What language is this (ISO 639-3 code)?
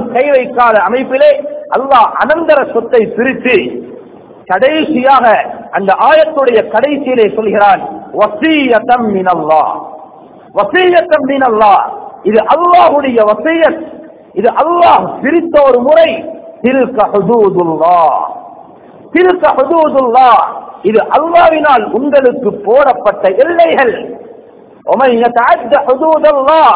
tam